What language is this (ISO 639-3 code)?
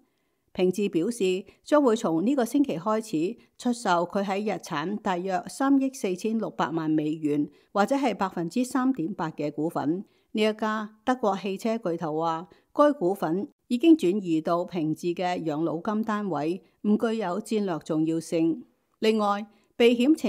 yue